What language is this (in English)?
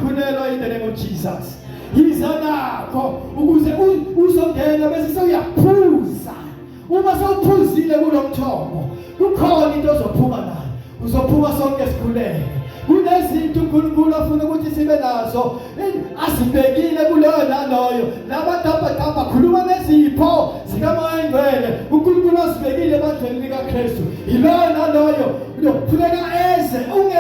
Zulu